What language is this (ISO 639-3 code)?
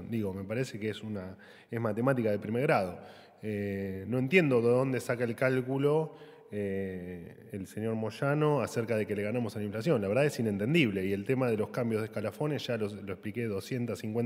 spa